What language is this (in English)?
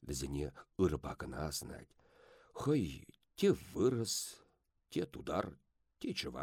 Chuvash